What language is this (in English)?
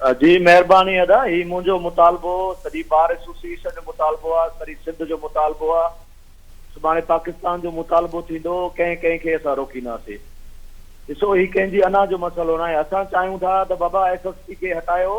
Sindhi